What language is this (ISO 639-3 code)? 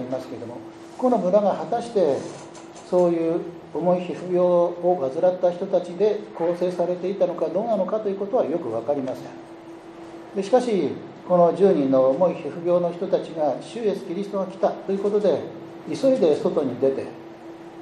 jpn